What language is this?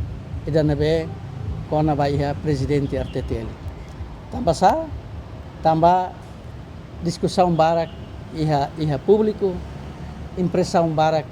Tetum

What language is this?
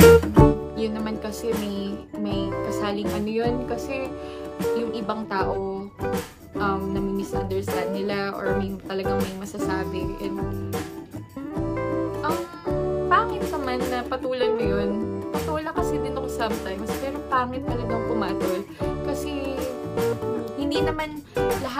Filipino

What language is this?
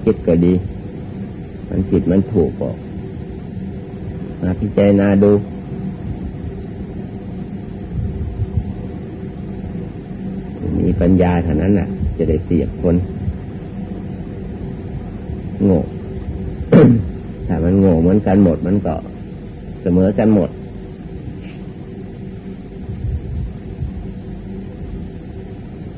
Thai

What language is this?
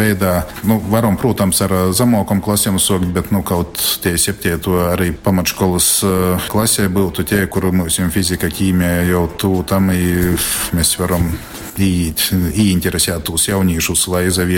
Latgalian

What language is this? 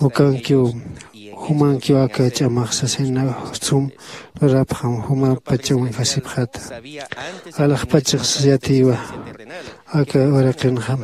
Aymara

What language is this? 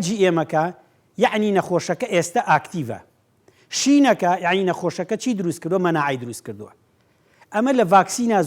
Central Kurdish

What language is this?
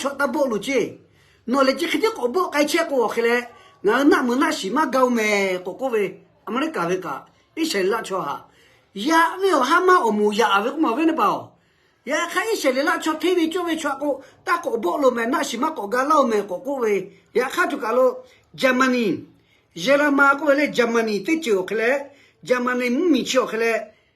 Lahu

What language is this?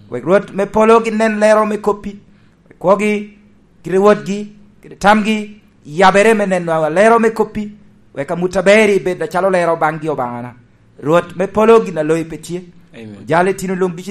Lango (Uganda)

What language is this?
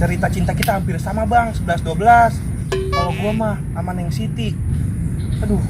Betawi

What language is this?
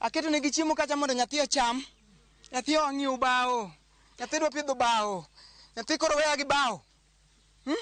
Luo (Kenya and Tanzania)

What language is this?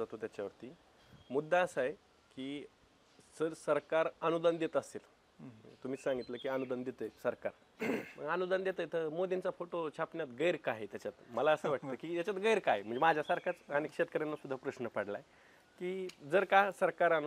Marathi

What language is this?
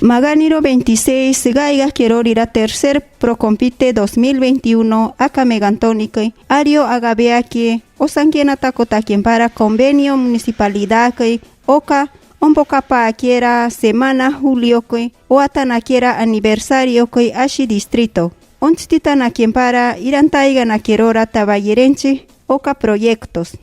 Machiguenga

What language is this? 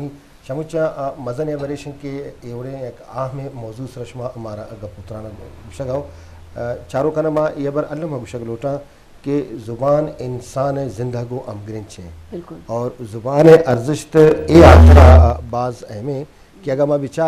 Eastern Balochi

